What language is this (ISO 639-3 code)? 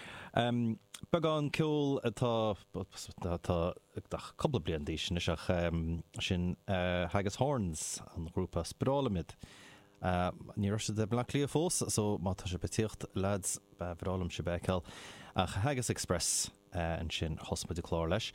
gle